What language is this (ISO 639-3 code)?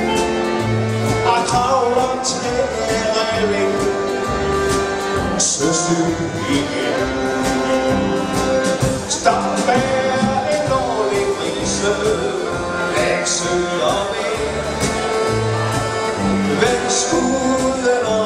dan